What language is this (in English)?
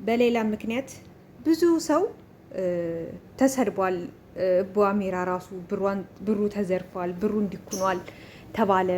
Amharic